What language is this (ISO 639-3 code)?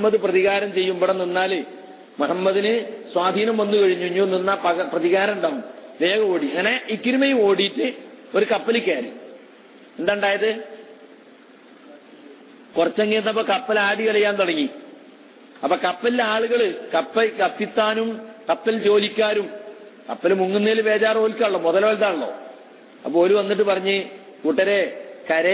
mal